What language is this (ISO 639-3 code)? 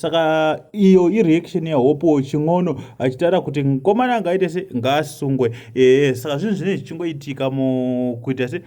sna